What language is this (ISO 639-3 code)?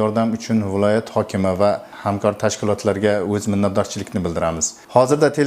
uzb